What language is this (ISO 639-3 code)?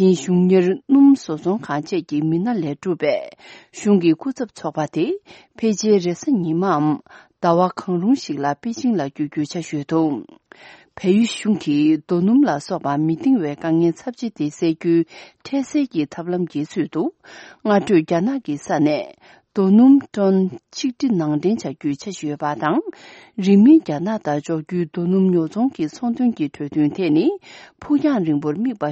bod